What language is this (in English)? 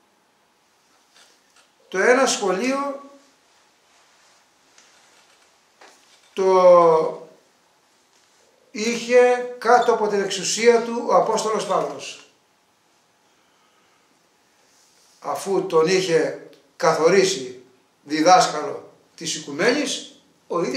Greek